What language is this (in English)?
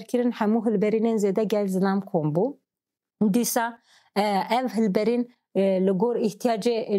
Kurdish